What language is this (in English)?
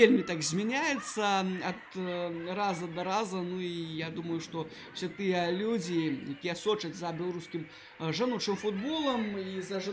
Belarusian